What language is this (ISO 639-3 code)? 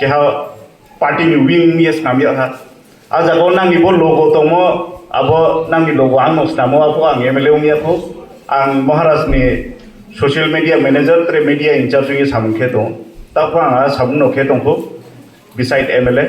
trp